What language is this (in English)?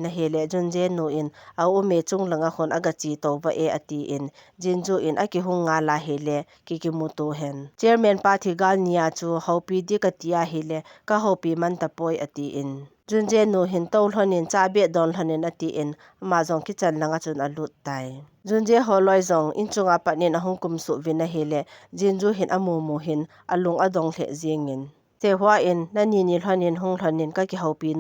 Thado Chin